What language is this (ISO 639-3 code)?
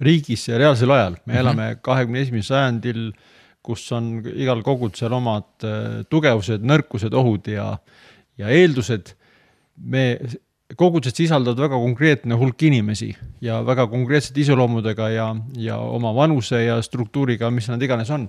est